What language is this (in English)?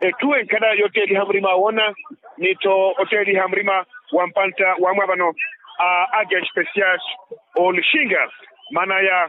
Makhuwa